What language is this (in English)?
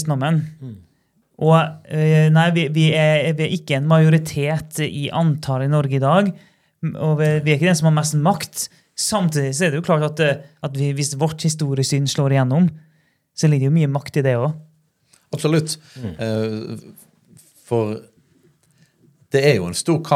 Norwegian